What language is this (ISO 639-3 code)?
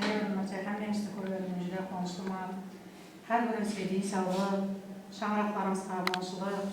kaa